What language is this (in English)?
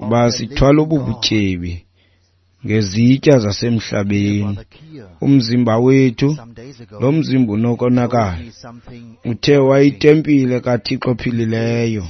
Xhosa